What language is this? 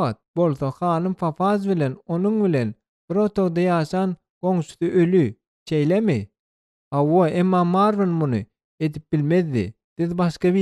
Turkmen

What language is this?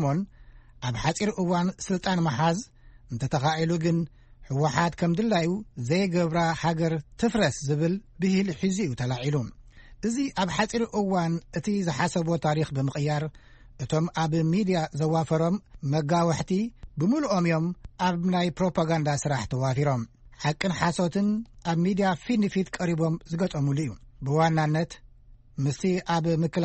Tigrinya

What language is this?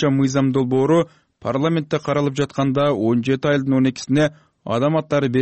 Kyrgyz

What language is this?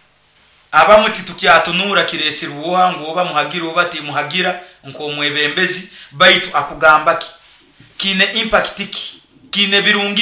Nyoro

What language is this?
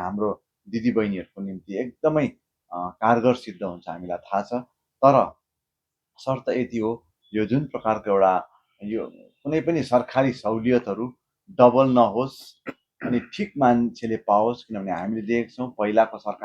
Nepali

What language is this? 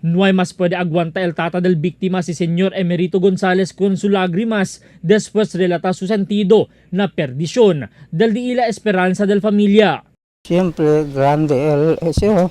Chavacano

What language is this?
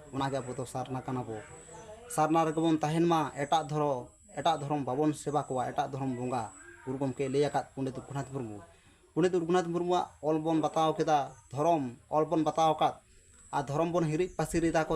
Santali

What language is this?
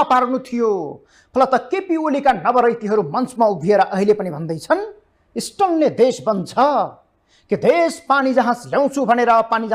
Nepali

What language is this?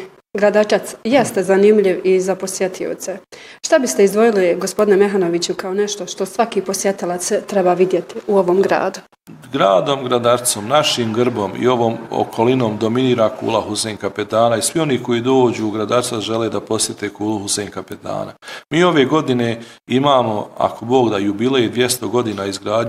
Bosnian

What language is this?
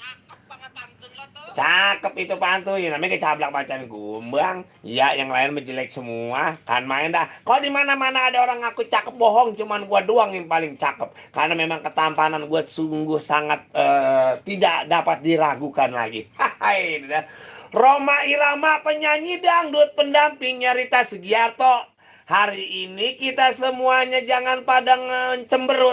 Betawi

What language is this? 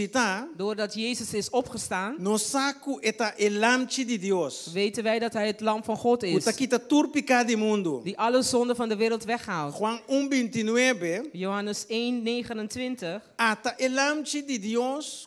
Papiamento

